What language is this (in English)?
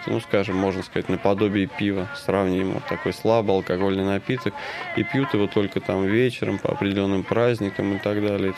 Russian